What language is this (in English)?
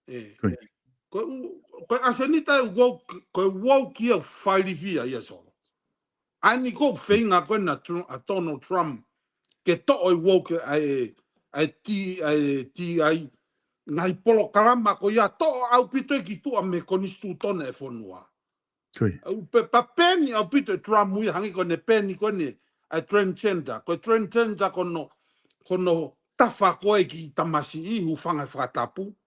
Tongan